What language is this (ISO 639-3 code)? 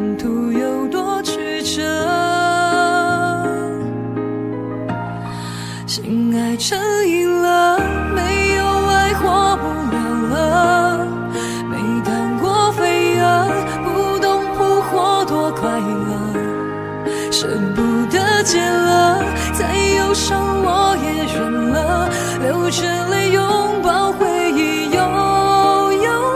zho